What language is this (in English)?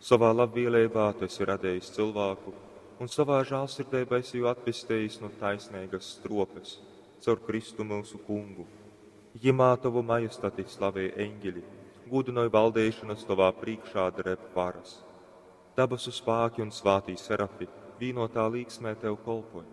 Latgalian